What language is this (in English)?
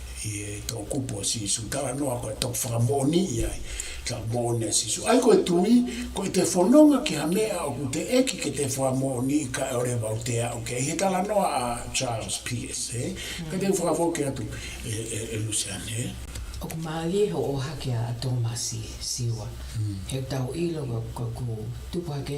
Tongan